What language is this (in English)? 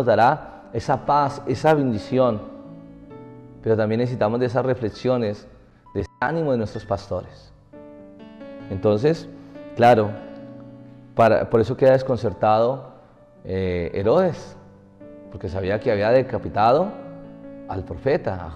Spanish